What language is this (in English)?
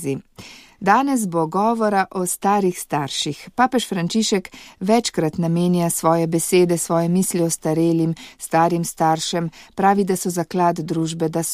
Slovenian